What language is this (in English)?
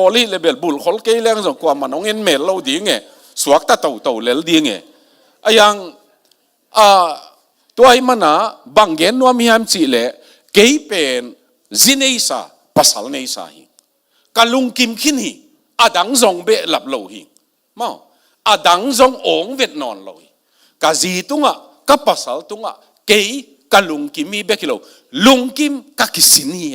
Tedim Chin